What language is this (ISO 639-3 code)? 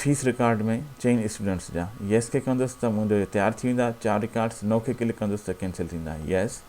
snd